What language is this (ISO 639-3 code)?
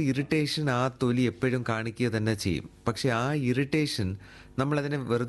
mal